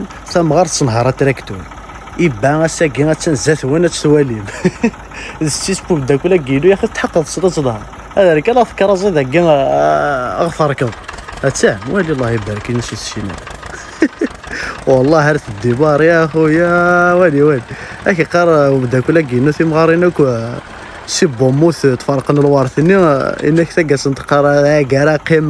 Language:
Kabyle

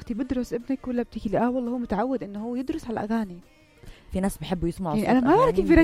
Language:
North Levantine Arabic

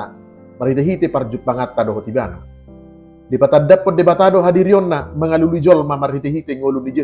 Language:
Batak Toba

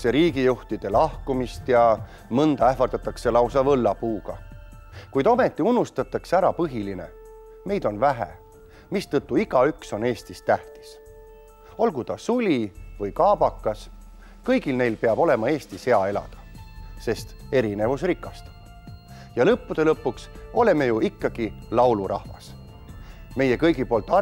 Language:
Estonian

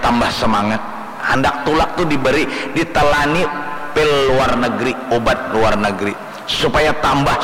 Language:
Banjar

